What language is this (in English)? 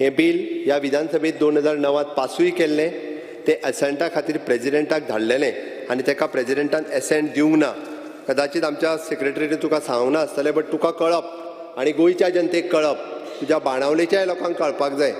Konkani